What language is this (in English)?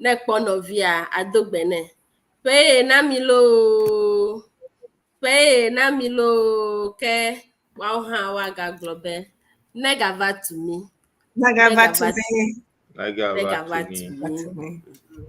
Ewe